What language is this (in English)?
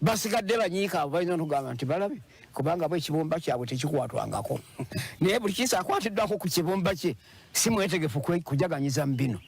Ganda